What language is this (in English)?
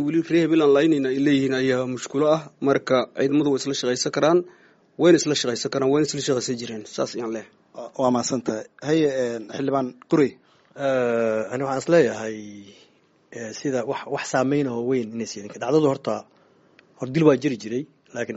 Somali